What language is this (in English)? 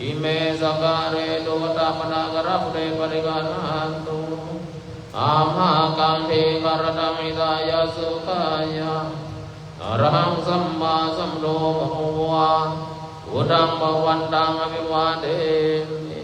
Pali